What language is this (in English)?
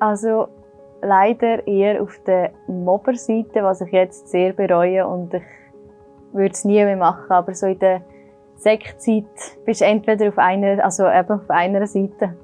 Swiss German